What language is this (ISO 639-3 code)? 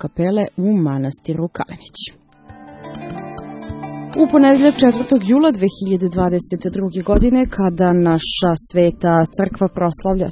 srp